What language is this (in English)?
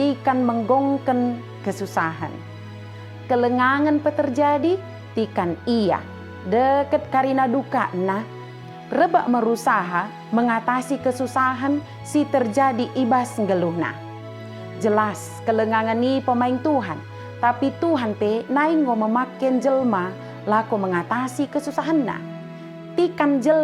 Batak Dairi